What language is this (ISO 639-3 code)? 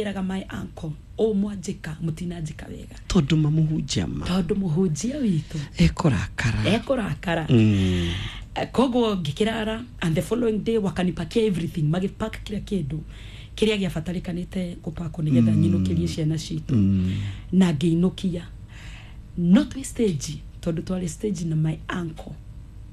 kik